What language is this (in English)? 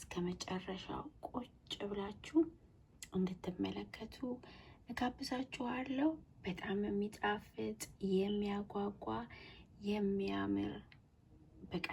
Amharic